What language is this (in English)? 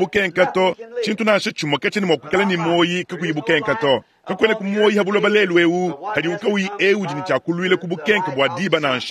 Luba-Lulua